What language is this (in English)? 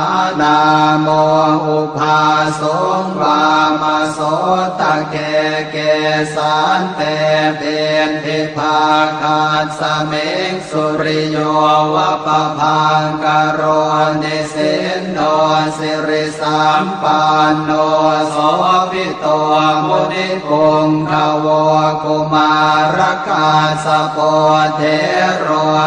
Pali